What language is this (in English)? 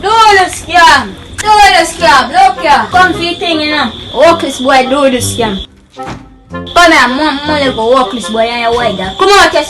Jamaican Creole English